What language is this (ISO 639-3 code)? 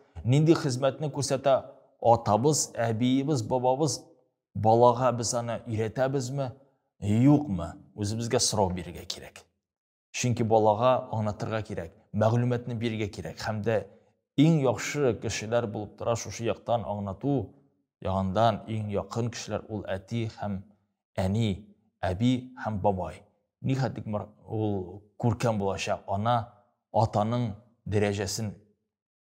tat